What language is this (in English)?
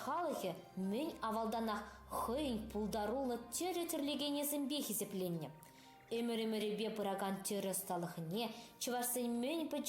Chuvash